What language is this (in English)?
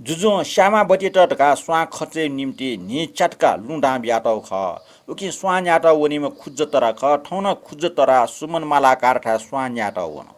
Newari